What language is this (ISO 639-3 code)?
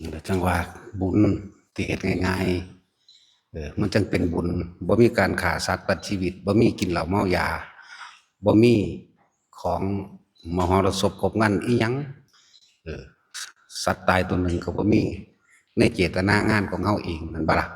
tts